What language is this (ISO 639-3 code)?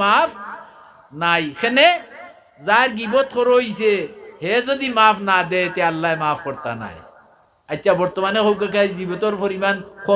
syl